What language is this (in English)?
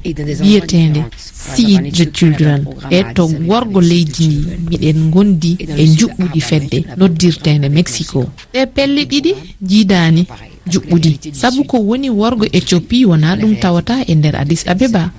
Fula